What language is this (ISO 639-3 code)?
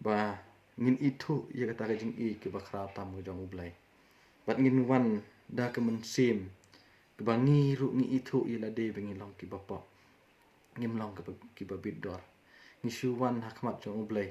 kha